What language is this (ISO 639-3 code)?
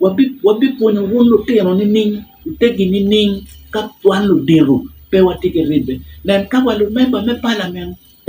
ach